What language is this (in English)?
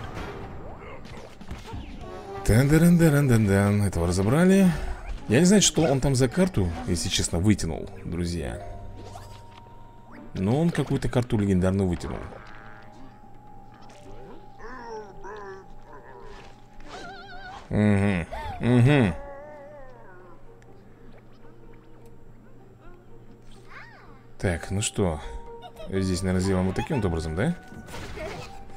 Russian